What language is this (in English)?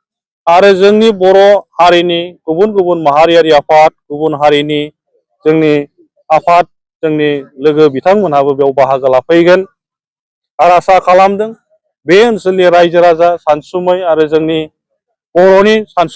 Bodo